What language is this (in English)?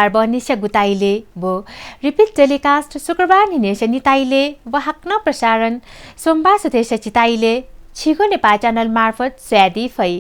Newari